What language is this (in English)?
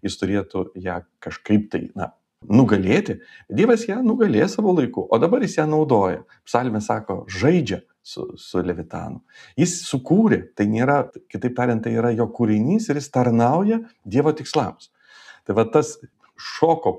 Lithuanian